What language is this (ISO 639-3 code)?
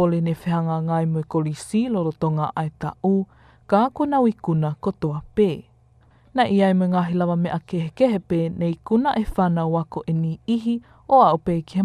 ton